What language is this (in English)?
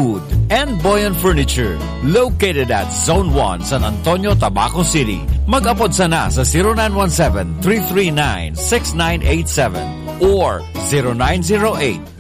Bikol